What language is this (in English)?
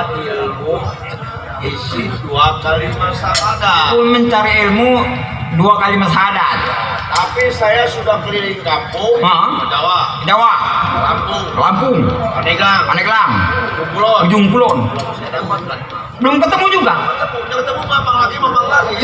Betawi